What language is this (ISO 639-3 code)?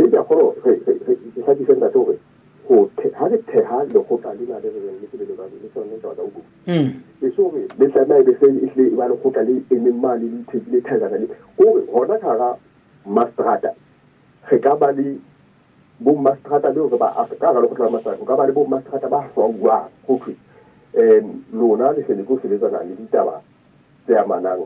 sot